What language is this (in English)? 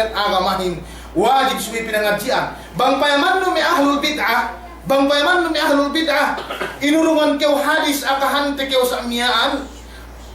Yakan